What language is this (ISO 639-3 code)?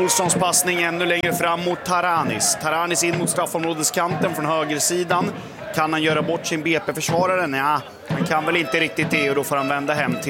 swe